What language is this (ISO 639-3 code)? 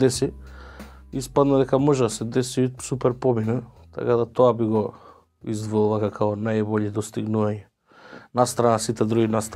mkd